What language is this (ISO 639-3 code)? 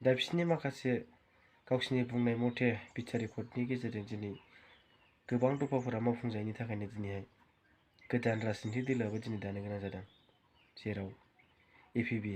brx